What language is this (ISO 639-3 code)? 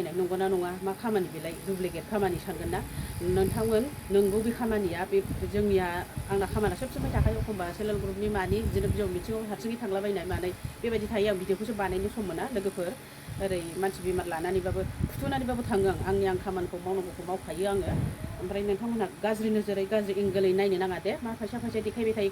brx